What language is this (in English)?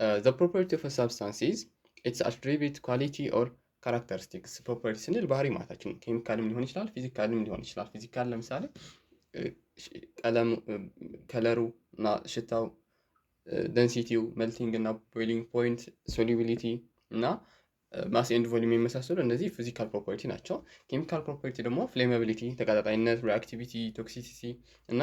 Amharic